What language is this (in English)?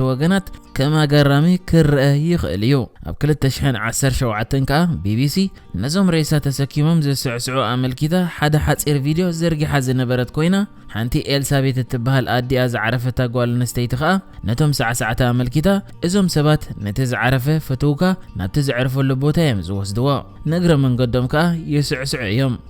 Tigrinya